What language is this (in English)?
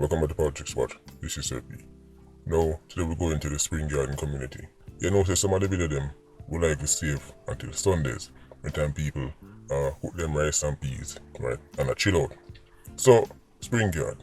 Jamaican Creole English